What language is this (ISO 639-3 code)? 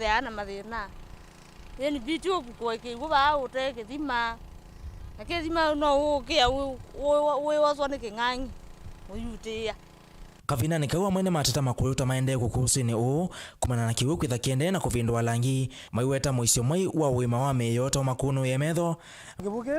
kam